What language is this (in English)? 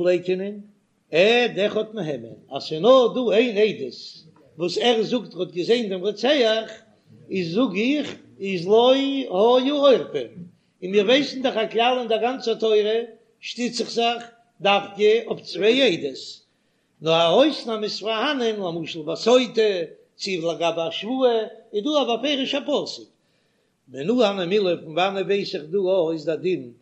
Yiddish